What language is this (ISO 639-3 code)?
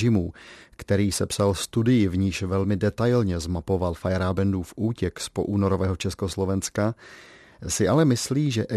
ces